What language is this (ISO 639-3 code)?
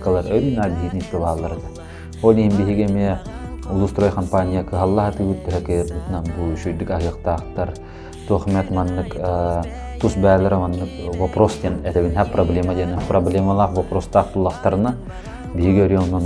sah